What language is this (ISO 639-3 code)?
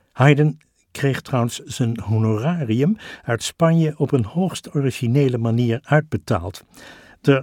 nld